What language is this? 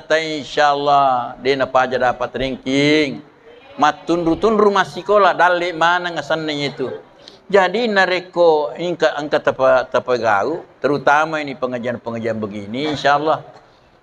Buginese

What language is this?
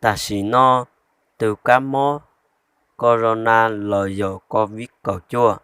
Hmong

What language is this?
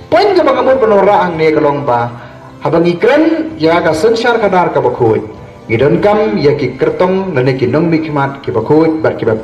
Khasi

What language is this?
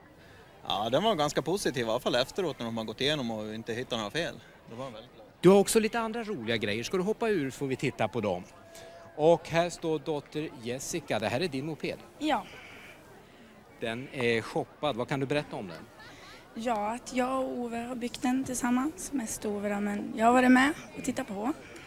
Swedish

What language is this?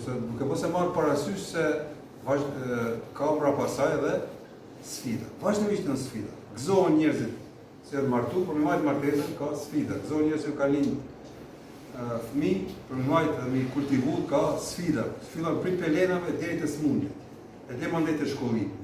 Albanian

